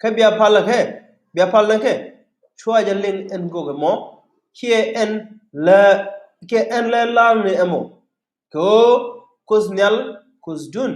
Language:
Nuer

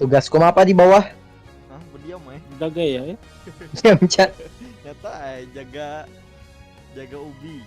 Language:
Banjar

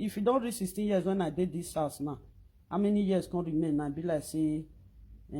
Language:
Nigerian Pidgin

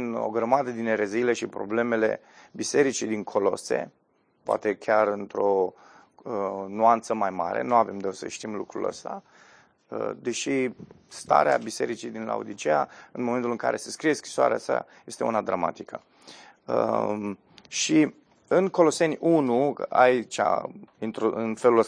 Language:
Romanian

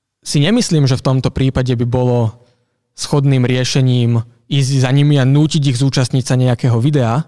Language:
Slovak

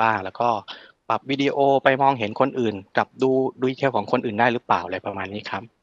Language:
Thai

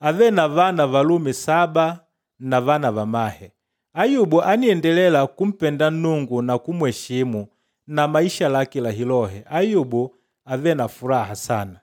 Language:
Makonde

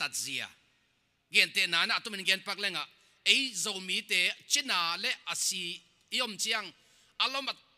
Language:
Tedim Chin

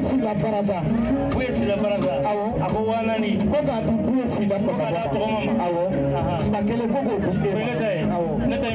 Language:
Bambara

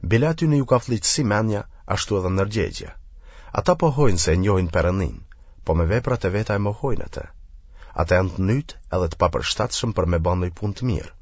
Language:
Albanian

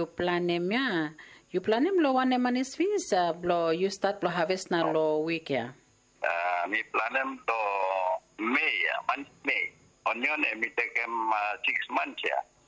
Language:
Bislama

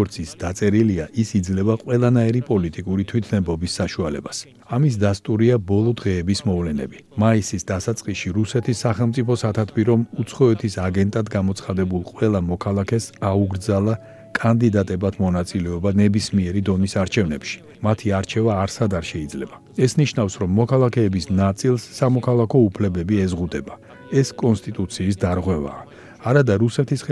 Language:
Georgian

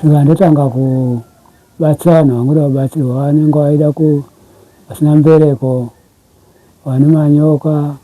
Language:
Shona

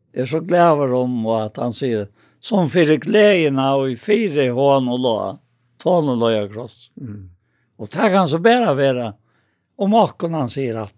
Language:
Faroese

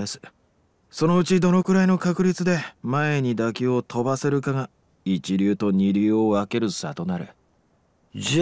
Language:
Japanese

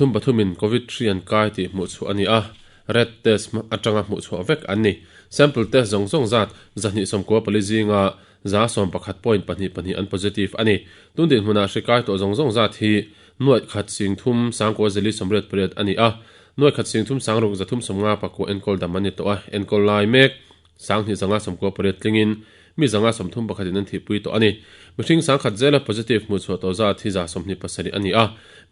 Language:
Mizo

